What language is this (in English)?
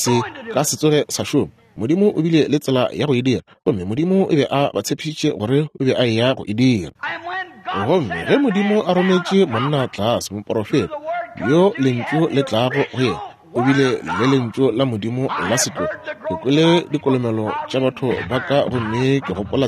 Northern Sotho